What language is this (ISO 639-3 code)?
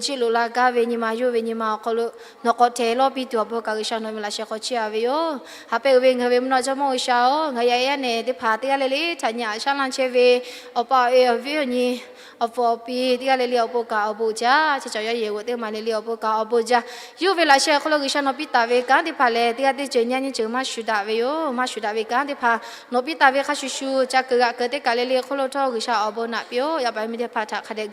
lhu